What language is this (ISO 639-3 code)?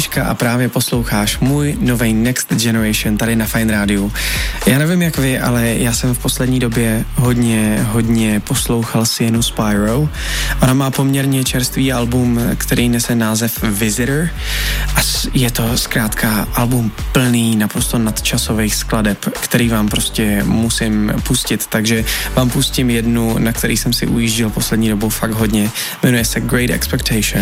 ces